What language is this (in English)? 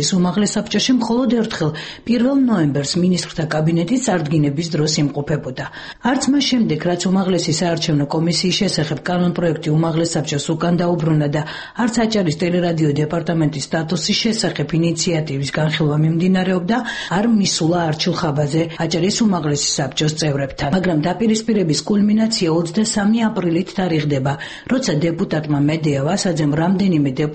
Georgian